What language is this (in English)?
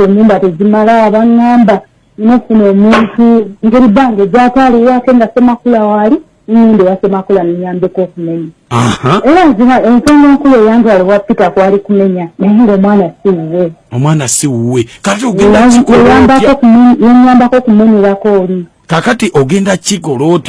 Ganda